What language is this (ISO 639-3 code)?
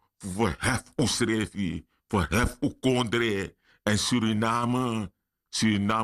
srn